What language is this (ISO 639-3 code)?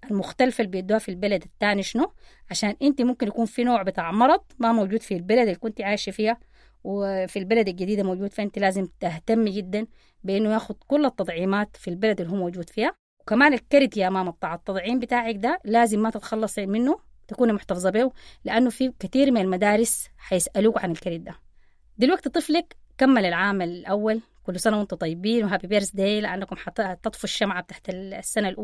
apd